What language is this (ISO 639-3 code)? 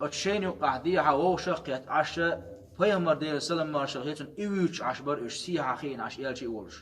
che